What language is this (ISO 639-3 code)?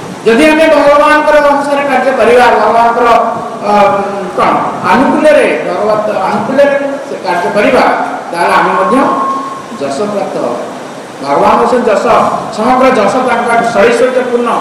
ori